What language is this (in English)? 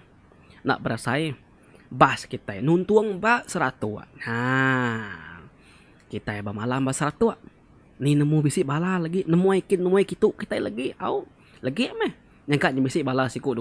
Iban